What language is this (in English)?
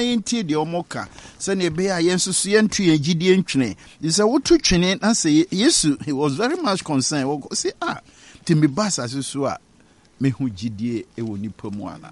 Akan